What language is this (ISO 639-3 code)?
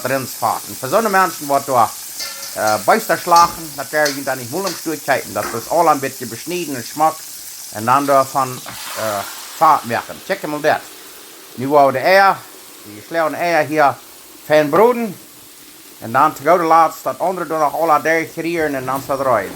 pdt